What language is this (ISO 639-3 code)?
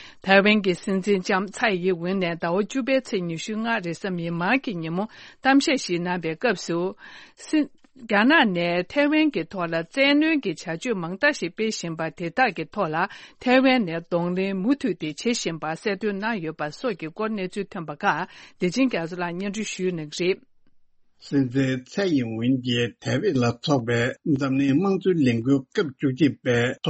bod